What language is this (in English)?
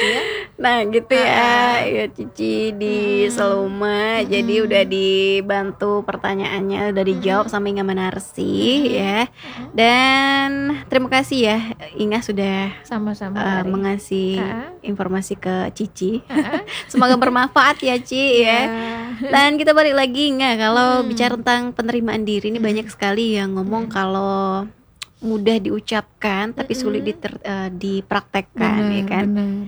Indonesian